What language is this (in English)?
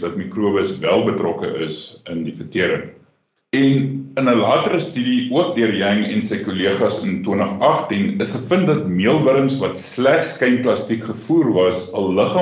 Afrikaans